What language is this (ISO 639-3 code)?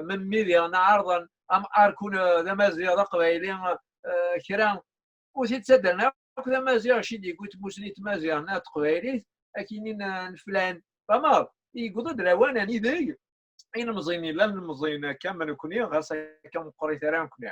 kab